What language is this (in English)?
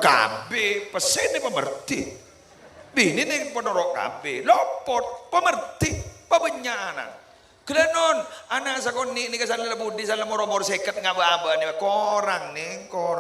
Madurese